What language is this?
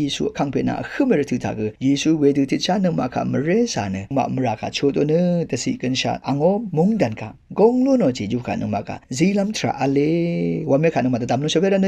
Rawang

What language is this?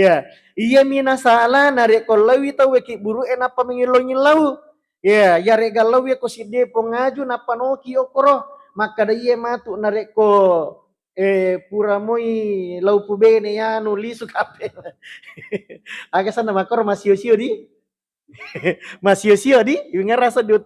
Buginese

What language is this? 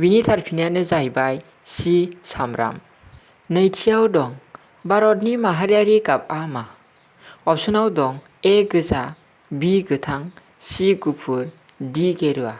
Bodo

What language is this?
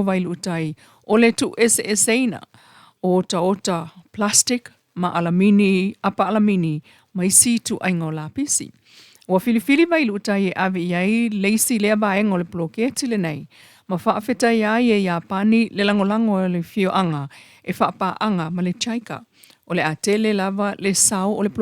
Samoan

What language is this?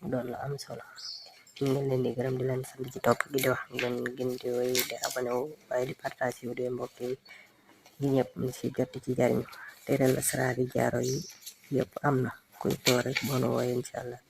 Wolof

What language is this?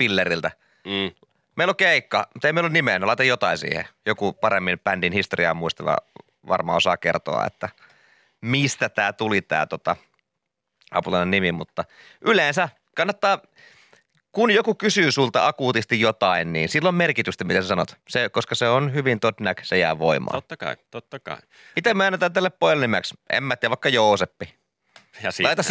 Finnish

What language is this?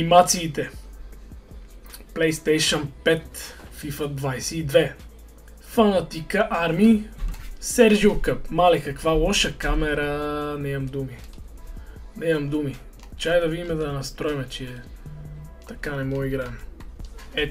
Bulgarian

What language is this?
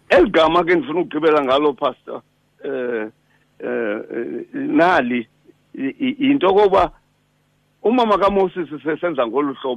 Xhosa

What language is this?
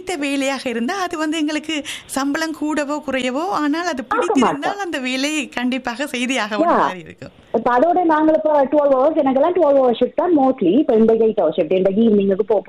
Tamil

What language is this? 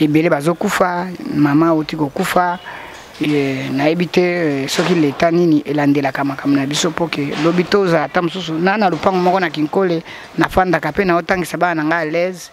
Lingala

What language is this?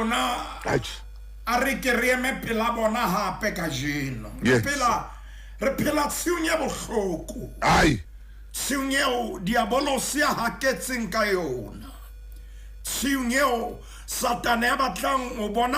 Southern Sotho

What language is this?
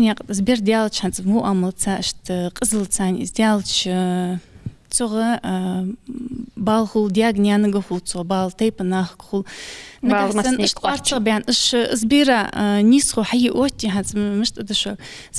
Ingush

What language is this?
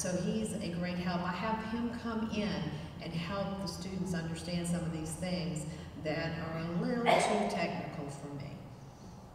English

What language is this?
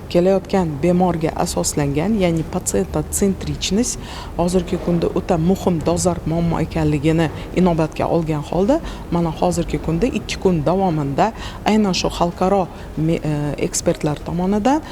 Uzbek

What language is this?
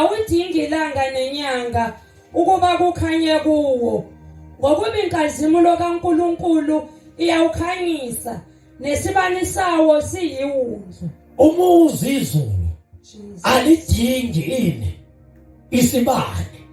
Zulu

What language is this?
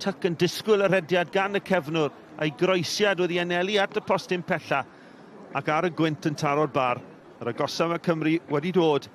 Welsh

